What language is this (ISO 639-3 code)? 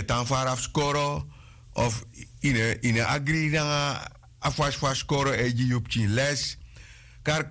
srn